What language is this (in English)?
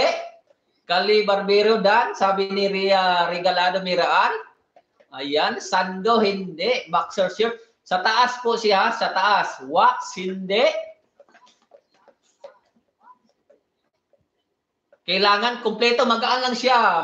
Filipino